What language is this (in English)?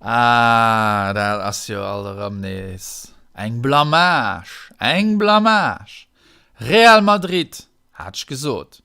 Luxembourgish